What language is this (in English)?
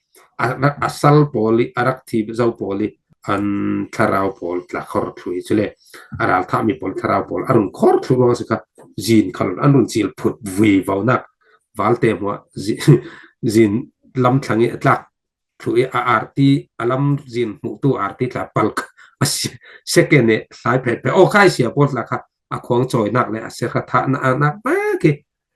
Falam Chin